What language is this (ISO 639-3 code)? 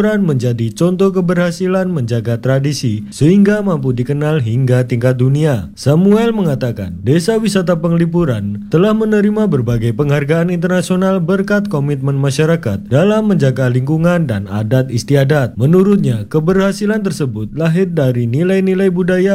ind